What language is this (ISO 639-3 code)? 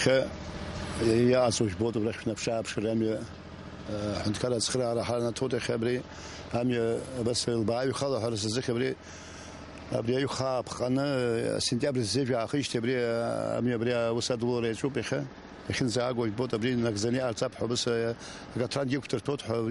abk